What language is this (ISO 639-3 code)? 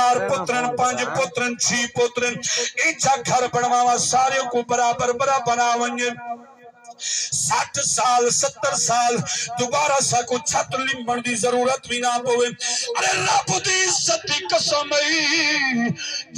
skr